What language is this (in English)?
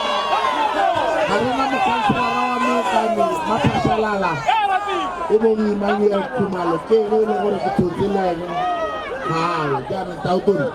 Tswana